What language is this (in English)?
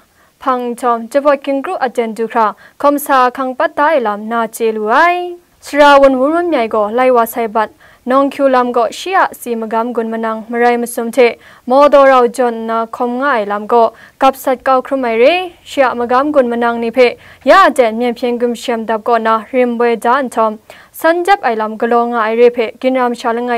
Kachin